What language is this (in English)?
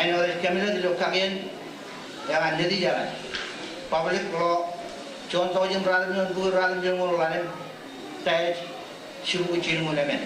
Marshallese